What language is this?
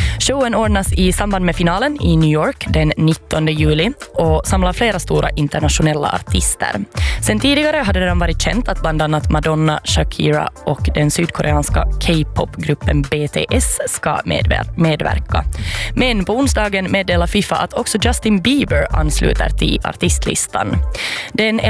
Swedish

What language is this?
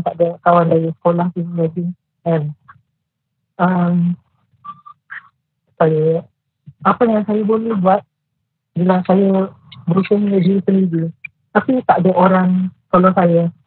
Malay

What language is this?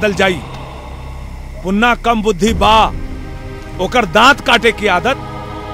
Bhojpuri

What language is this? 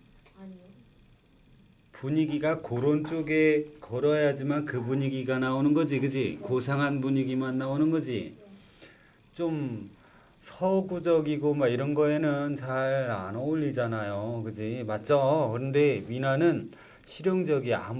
Korean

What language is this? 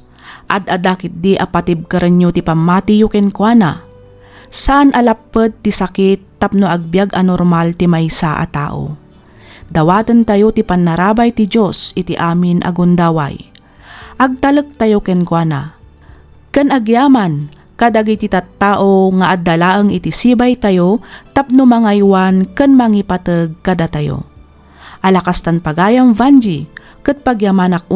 Iloko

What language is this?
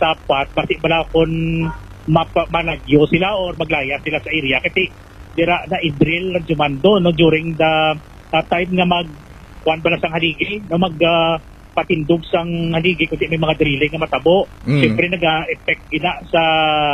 Hiligaynon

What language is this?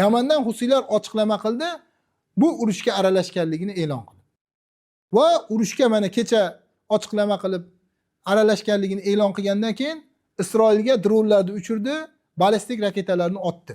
Uzbek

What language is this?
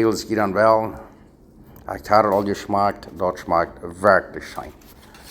Plautdietsch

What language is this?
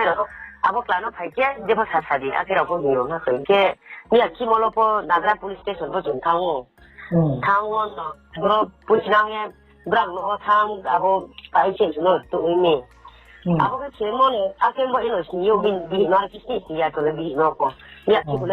Riang (India)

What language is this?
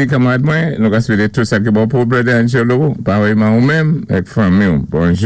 Saint Lucian Creole French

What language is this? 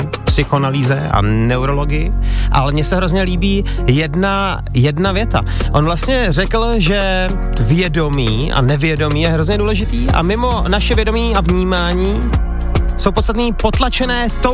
Czech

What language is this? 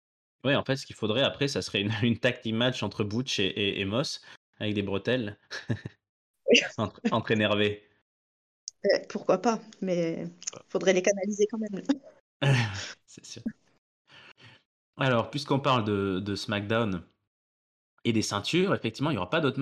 French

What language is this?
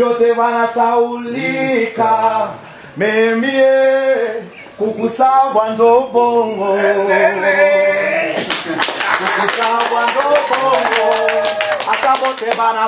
Swahili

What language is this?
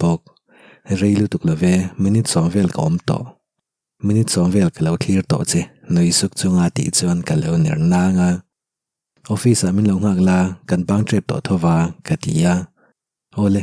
Mizo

